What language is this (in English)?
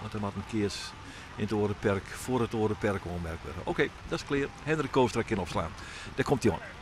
Western Frisian